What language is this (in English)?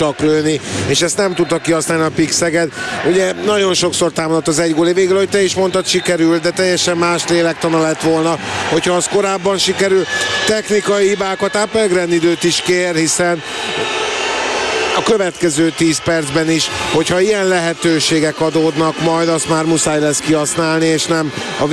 Hungarian